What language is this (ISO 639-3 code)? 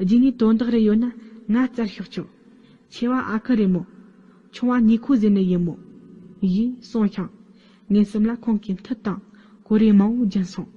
bod